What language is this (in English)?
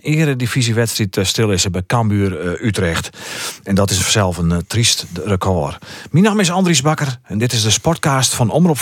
Western Frisian